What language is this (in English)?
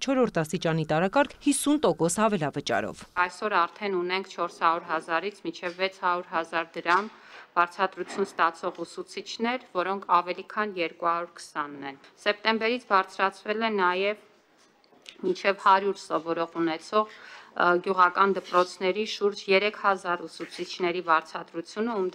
Armenian